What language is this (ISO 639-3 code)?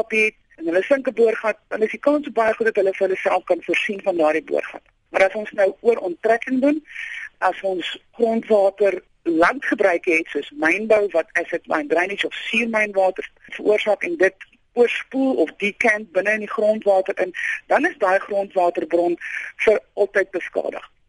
afr